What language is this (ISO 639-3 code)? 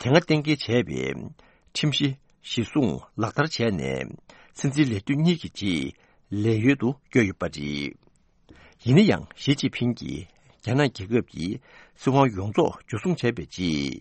bod